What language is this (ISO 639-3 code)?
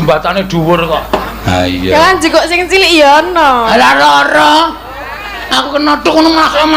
jav